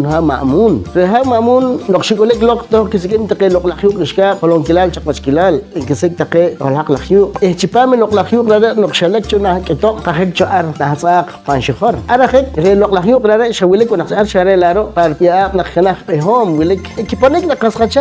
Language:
Poqomchi'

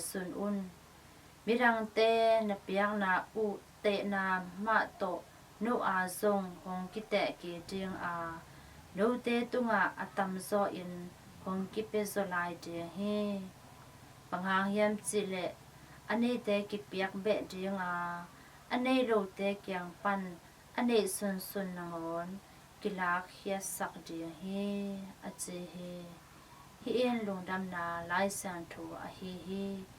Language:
Tedim Chin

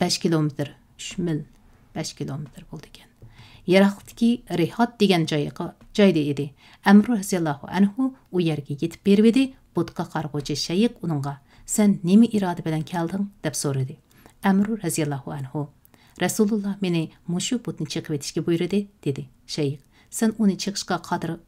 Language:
Uyghur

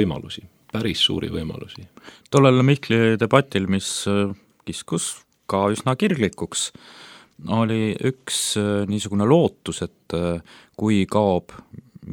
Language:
Estonian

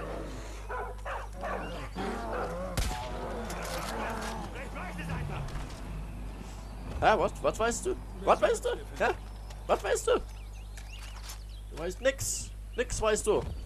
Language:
German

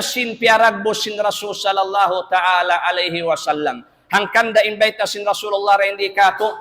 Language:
Tausug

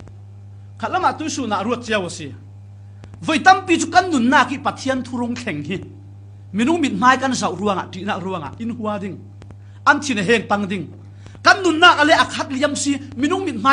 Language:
Falam Chin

